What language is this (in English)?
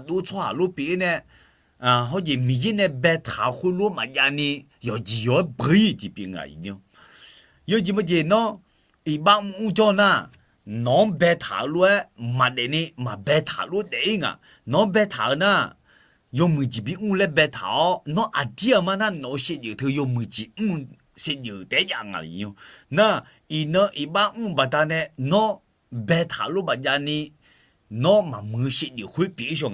Akha